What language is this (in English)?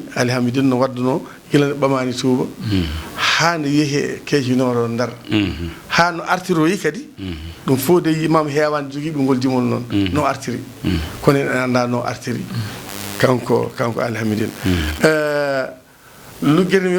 Fula